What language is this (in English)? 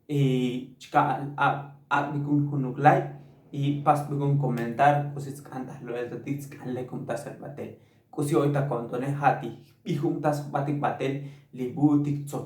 Tzotzil